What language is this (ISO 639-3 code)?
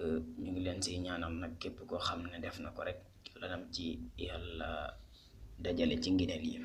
wol